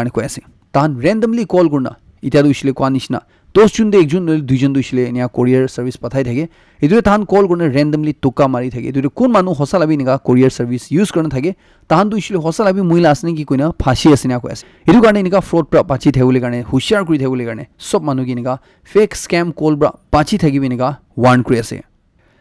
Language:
Naga Pidgin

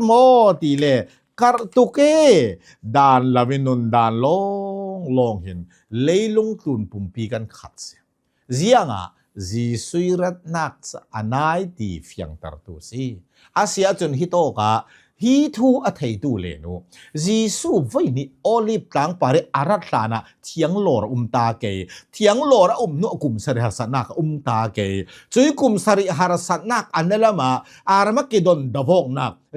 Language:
Hakha Chin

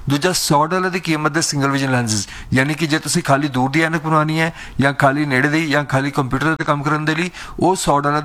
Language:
Punjabi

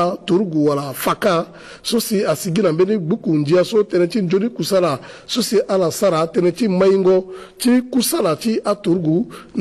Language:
Sango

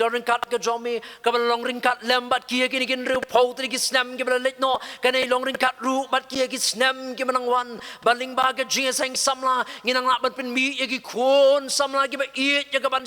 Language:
Khasi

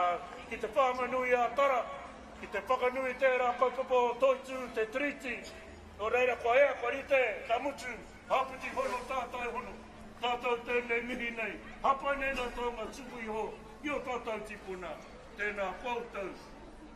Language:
Māori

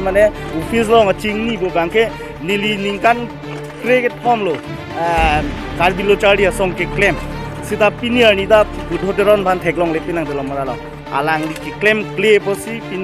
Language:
Karbi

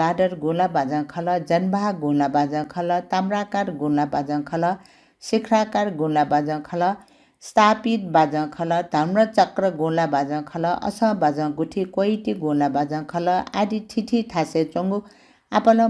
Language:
Newari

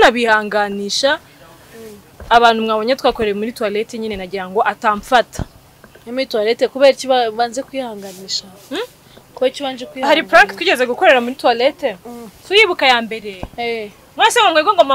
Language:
Kinyarwanda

